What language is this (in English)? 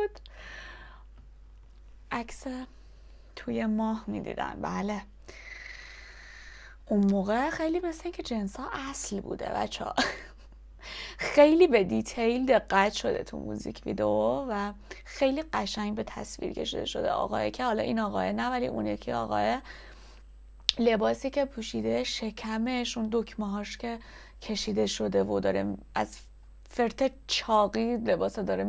Persian